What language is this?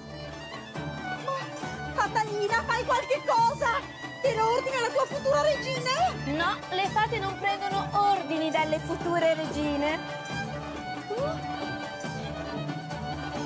Italian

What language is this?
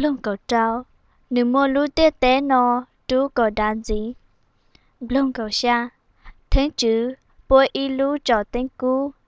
Hmong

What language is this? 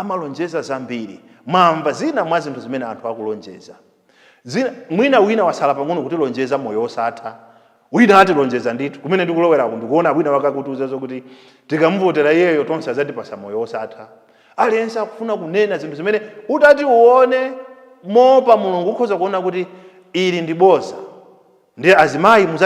Nyanja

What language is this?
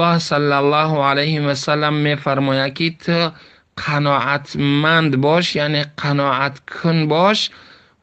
Tajik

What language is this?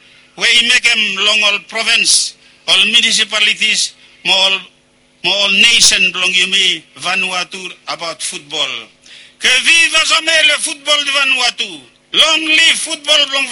Bislama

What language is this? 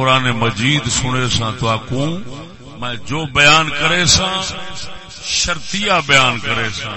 Saraiki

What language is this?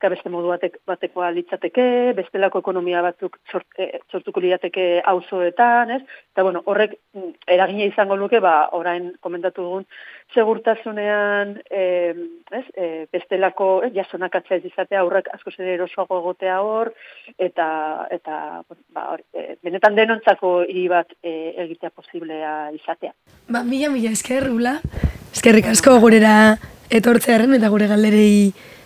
Basque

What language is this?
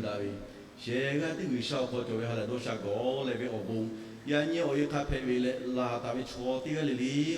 Lahu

